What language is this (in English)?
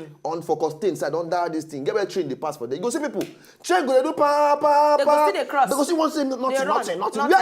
Nigerian Pidgin